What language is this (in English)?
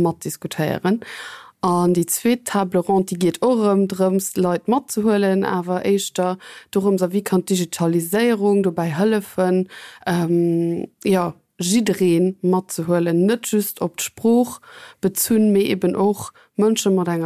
Luxembourgish